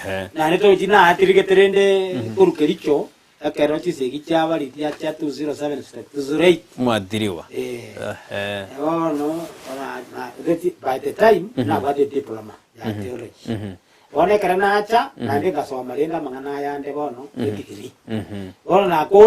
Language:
Gusii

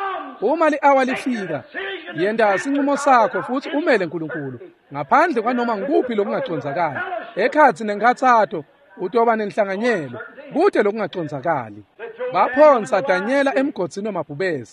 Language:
Swati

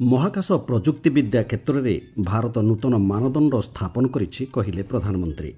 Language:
Odia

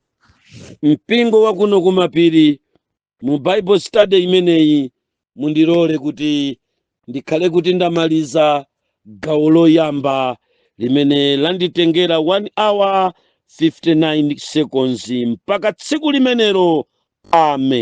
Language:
Nyanja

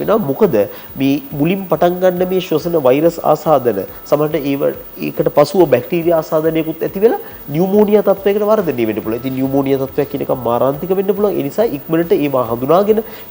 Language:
Sinhala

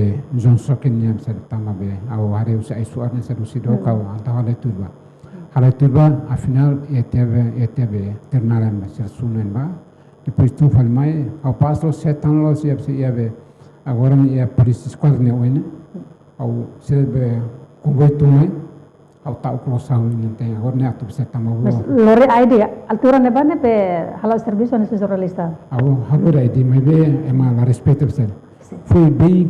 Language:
Tetum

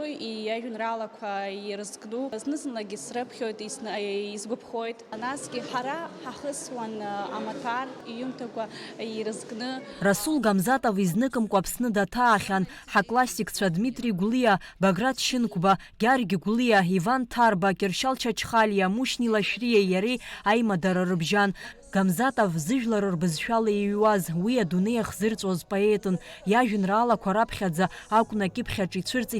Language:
Abkhazian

